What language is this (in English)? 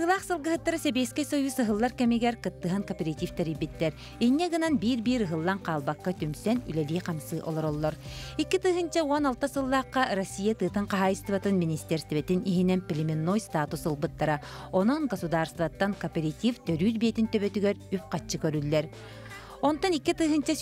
Yakut